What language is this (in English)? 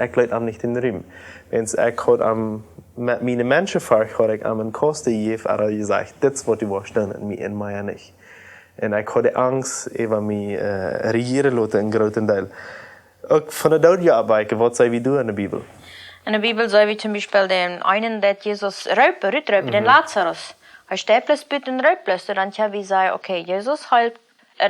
Plautdietsch